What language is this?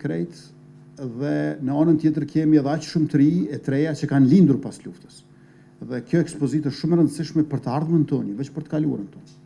Albanian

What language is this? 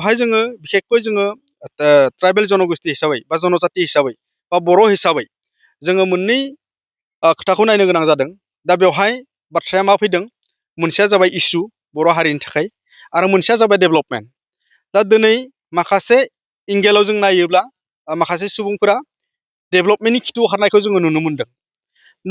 Bodo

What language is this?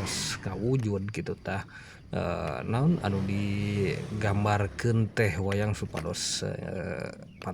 Sundanese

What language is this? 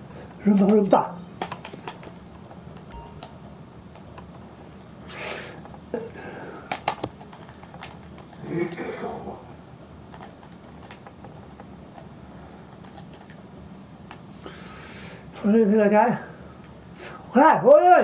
Swedish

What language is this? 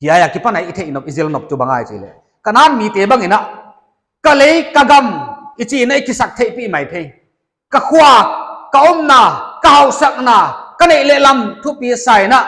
Paite Chin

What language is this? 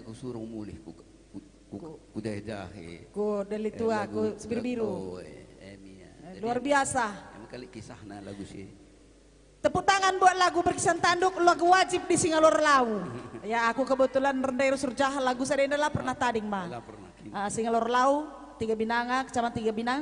Batak Karo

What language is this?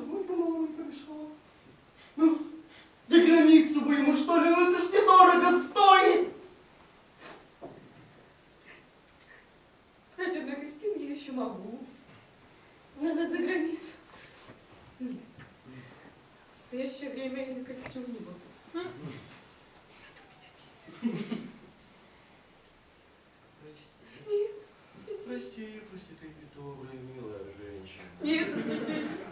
Russian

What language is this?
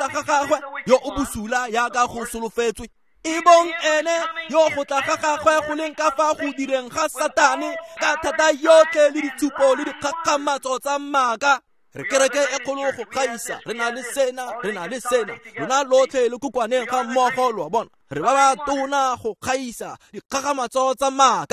Tswana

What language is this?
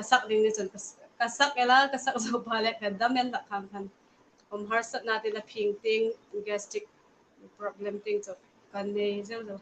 Hmar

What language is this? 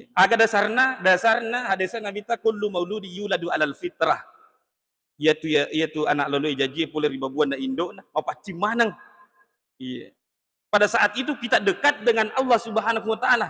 Buginese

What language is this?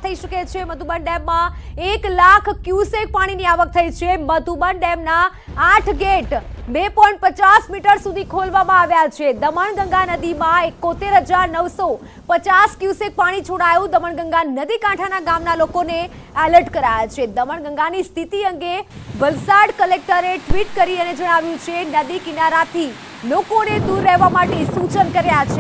Gujarati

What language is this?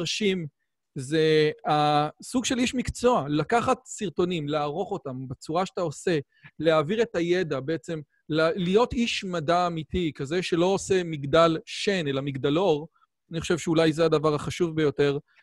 Hebrew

